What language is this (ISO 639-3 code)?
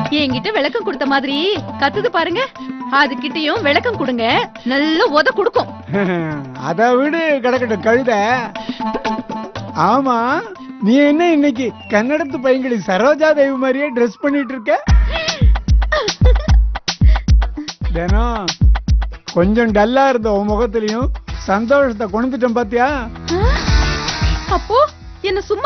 tam